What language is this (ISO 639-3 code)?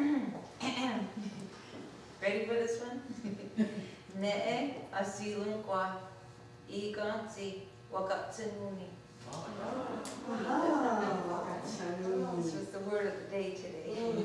moh